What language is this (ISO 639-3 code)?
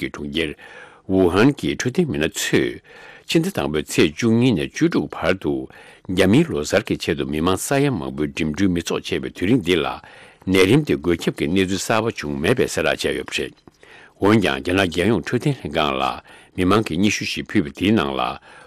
bod